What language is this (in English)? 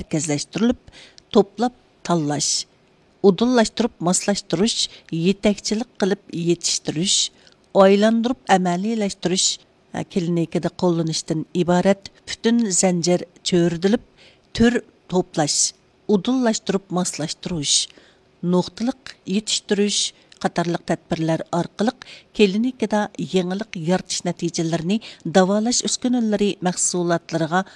Uyghur